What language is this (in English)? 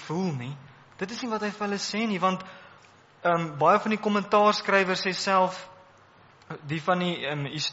Afrikaans